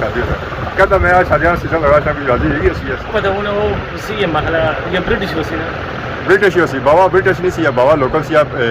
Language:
Pahari-Potwari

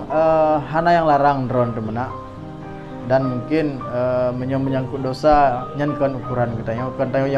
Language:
Achinese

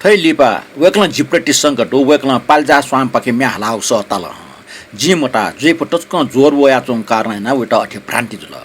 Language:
Newari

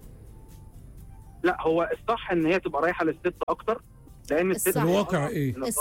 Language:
Egyptian Arabic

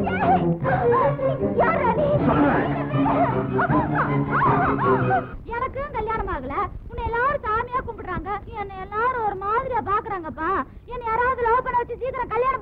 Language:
Tamil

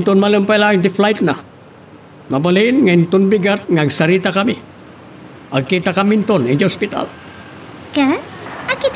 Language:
Iloko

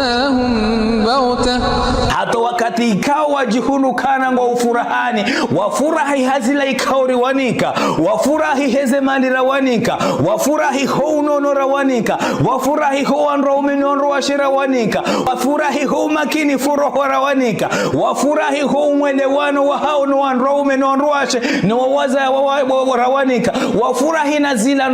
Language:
Ngazidja Comorian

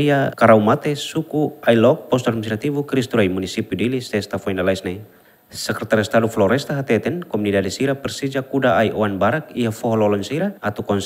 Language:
Tetum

